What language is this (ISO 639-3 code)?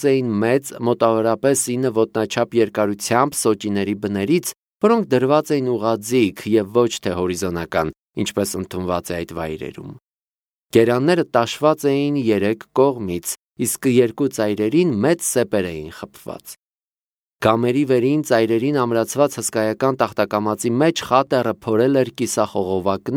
hye